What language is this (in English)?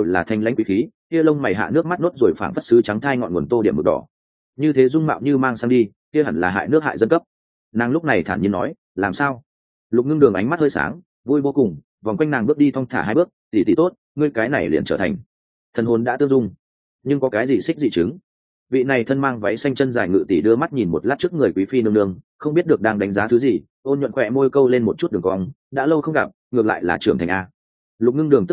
Vietnamese